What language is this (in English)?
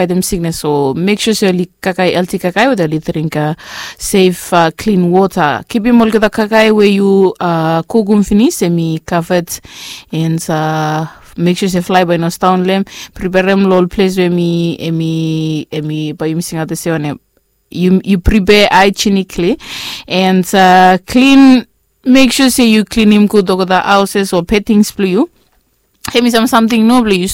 Bislama